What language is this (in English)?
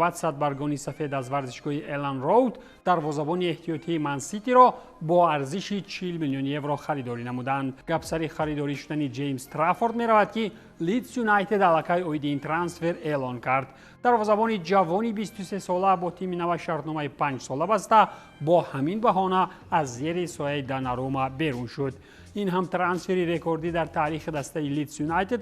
Tajik